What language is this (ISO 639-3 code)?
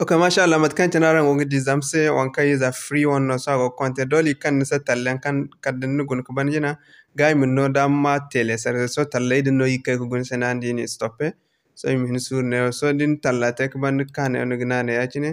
dje